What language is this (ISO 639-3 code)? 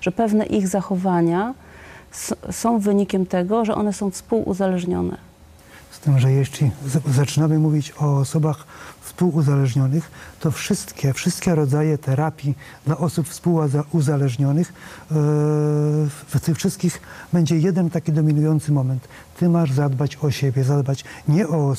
pol